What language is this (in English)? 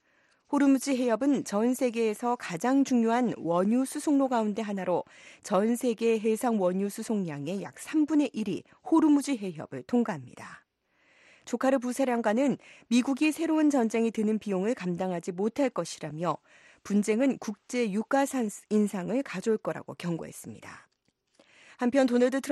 Korean